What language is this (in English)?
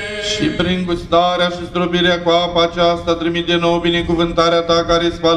Romanian